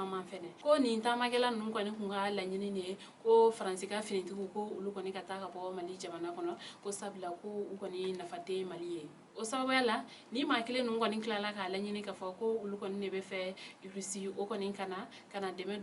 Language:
Bambara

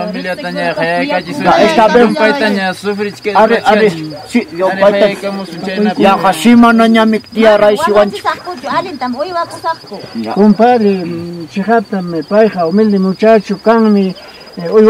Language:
Ayacucho Quechua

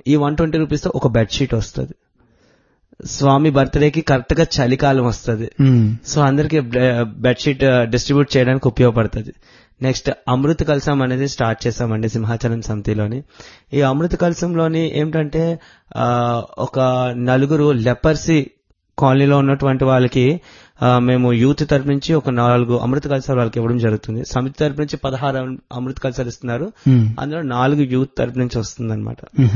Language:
Telugu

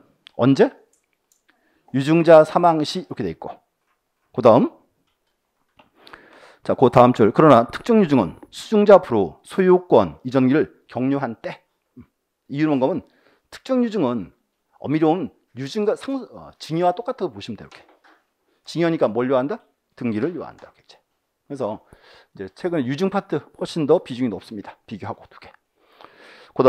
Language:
Korean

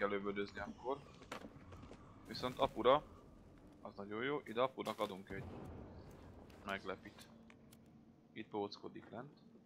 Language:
Hungarian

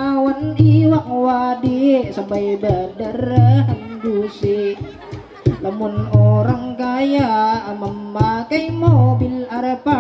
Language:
Banjar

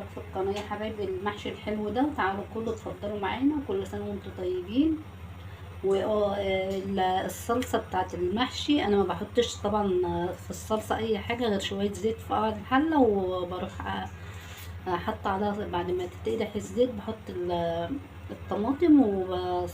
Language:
Egyptian Arabic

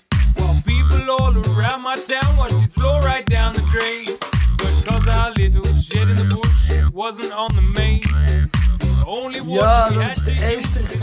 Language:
Swiss German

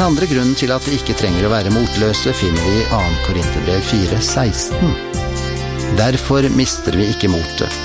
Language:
Norwegian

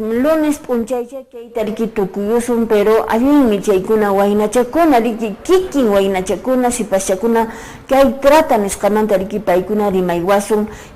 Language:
Quechua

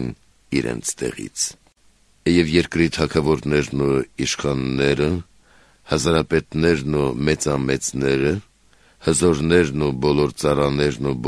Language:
Armenian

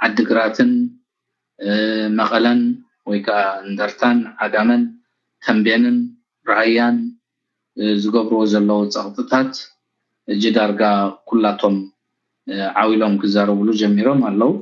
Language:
Tigrinya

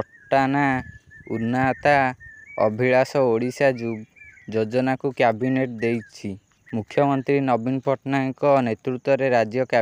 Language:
Odia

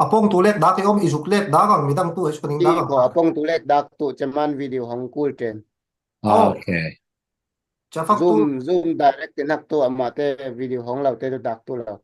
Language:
Falam Chin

